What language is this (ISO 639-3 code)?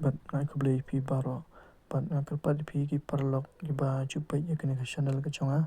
kha